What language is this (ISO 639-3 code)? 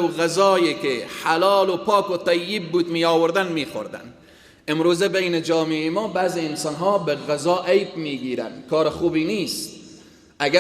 fas